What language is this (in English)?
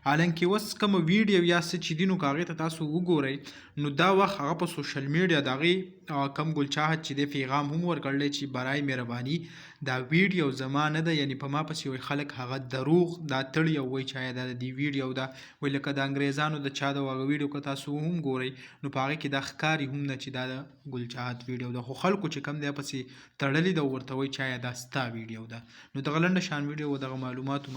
Pashto